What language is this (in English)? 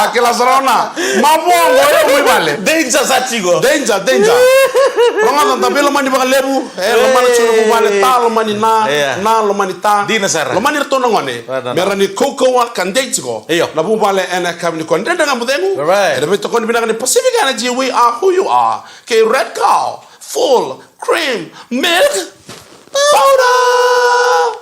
Fijian